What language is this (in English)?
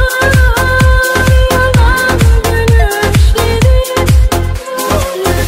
Turkish